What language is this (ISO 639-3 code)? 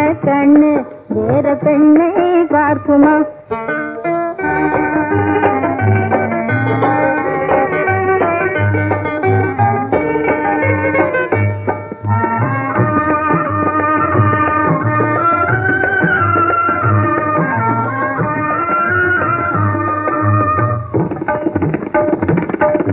tam